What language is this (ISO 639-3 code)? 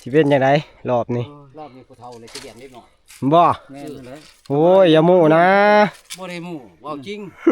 tts